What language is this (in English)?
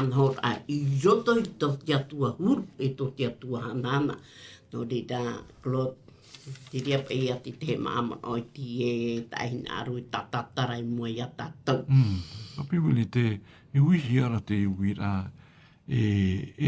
Tahitian